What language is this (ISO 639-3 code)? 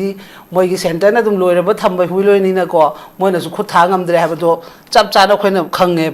mni